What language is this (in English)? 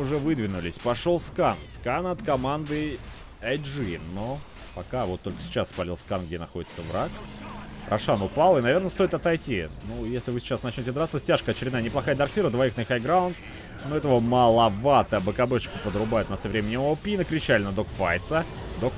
Russian